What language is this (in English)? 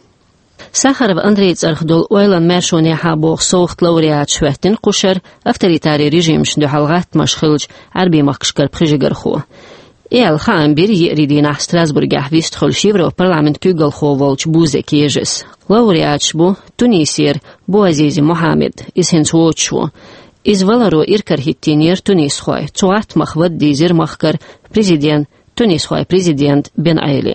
Chechen